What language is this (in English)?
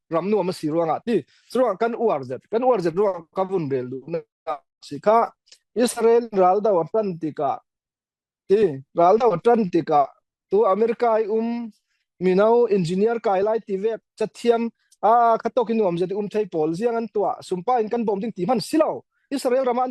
Falam Chin